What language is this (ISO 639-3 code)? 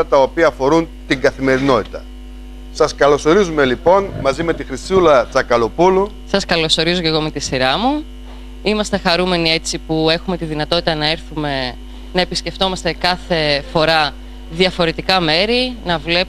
ell